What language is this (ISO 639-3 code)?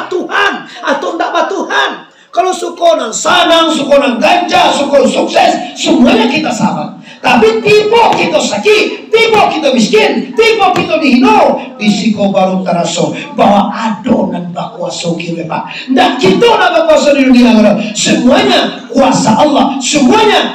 min